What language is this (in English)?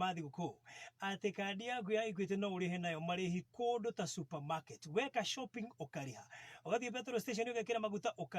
Kikuyu